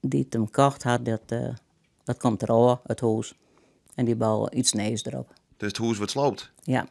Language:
Western Frisian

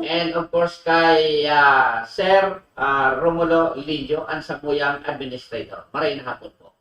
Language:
Bikol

